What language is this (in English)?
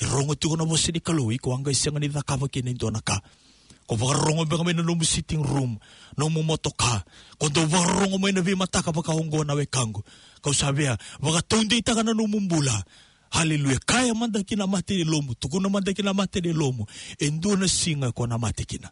Fijian